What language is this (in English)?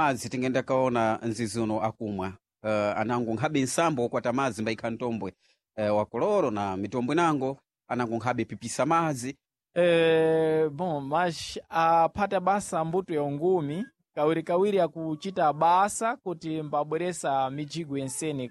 Sena